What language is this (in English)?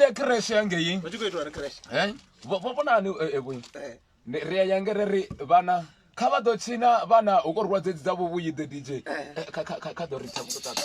Venda